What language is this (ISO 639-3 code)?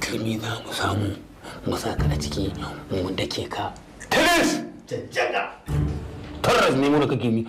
hau